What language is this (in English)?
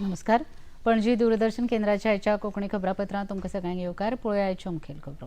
Konkani